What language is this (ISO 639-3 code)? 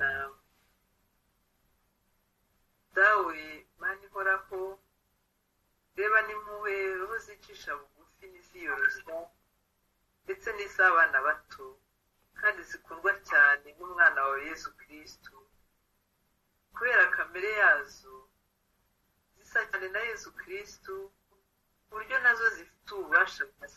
kin